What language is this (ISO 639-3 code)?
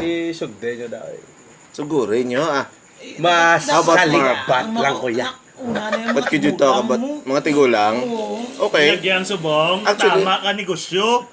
hil